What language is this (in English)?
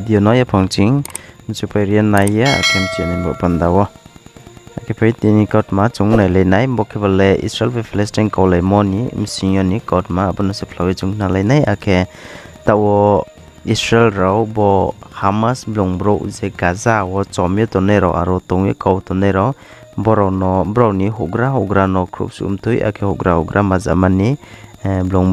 Riang (India)